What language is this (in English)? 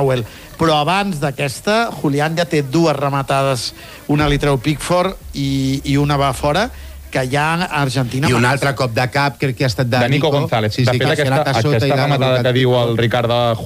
Catalan